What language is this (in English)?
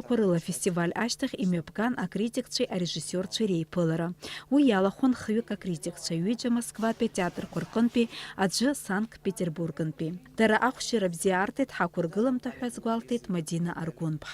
Abkhazian